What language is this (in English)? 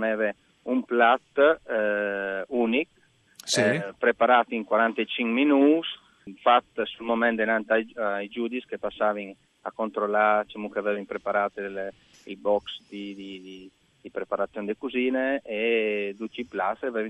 Friulian